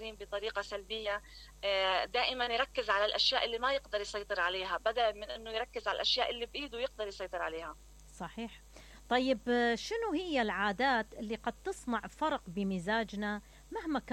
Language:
Mesopotamian Arabic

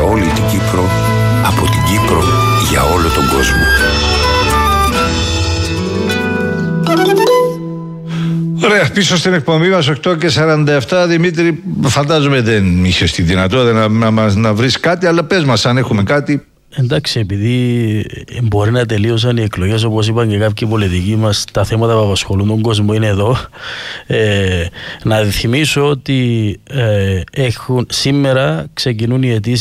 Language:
Greek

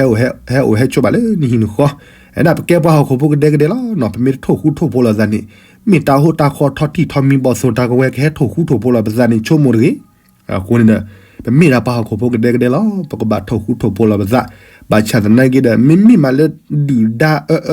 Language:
S'gaw Karen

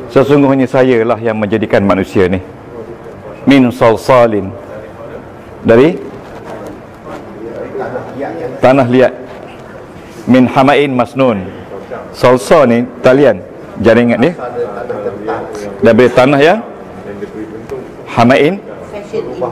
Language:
Malay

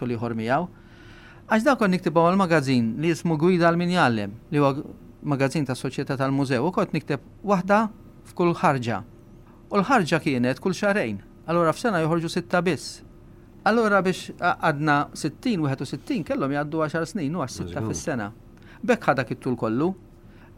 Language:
Maltese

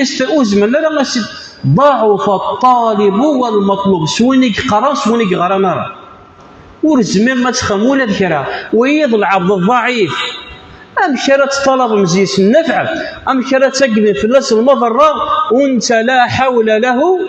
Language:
Kabyle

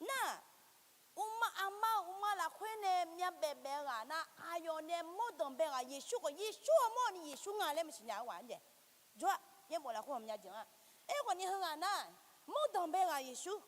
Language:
Akha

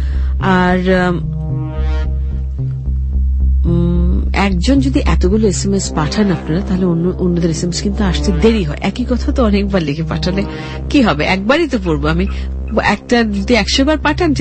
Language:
Bangla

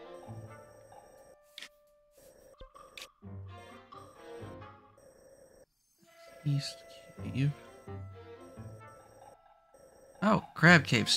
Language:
English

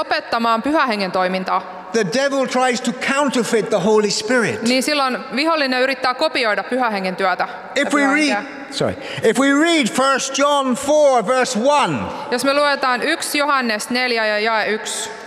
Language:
Finnish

